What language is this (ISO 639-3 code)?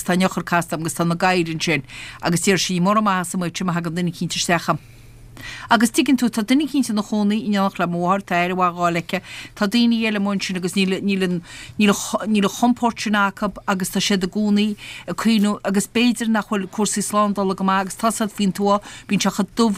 gle